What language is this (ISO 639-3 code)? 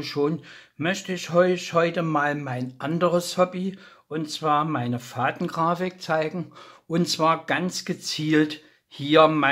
deu